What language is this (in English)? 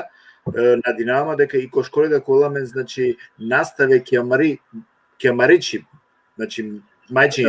Balkan Romani